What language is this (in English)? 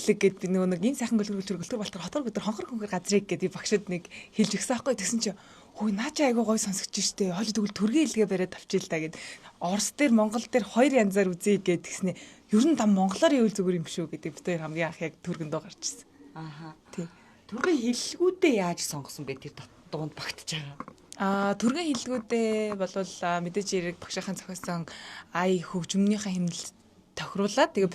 Mongolian